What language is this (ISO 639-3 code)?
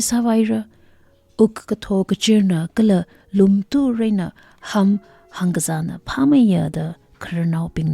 nmf